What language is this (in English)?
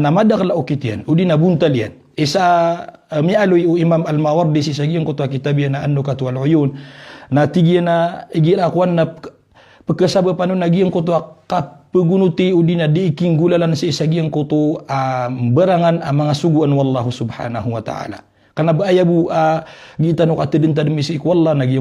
Maranao